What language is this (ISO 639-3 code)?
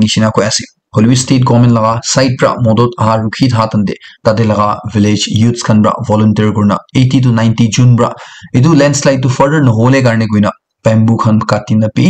nag